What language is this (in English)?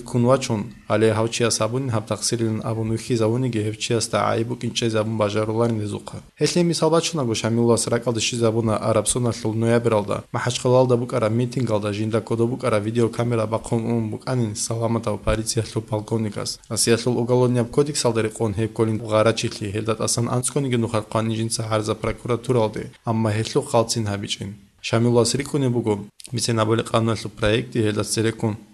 Avaric